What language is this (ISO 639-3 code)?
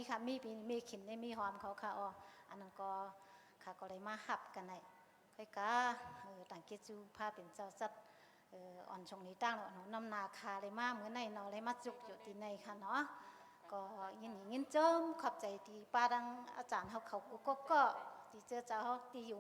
shn